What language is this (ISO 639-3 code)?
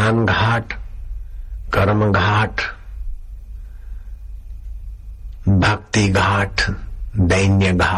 hin